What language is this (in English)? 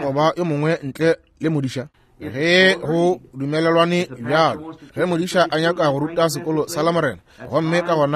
Northern Sotho